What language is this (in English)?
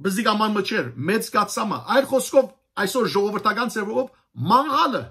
Western Armenian